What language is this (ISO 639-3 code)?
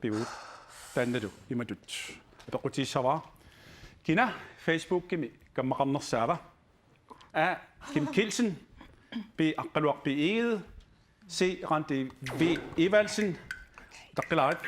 kal